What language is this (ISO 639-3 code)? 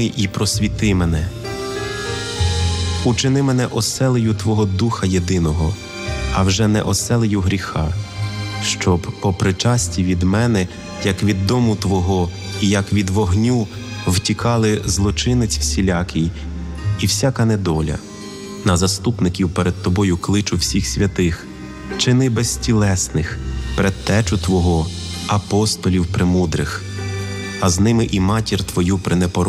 ukr